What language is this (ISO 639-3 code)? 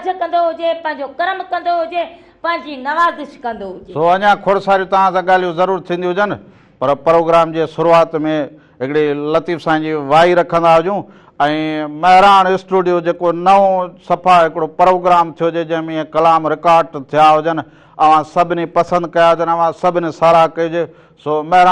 snd